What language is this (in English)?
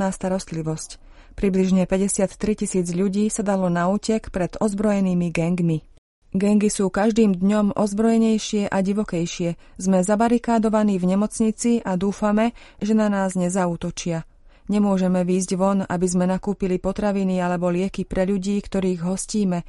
Slovak